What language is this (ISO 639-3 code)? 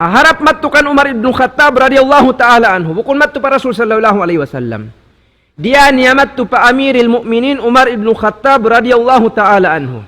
tsg